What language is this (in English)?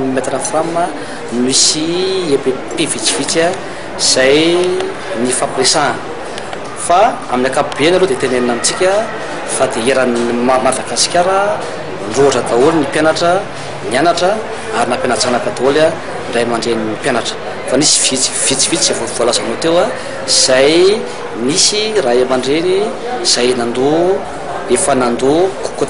Malagasy